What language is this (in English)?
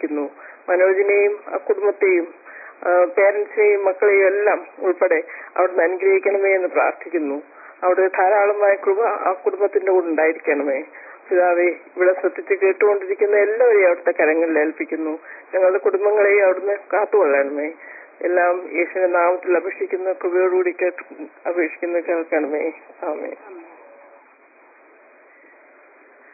Malayalam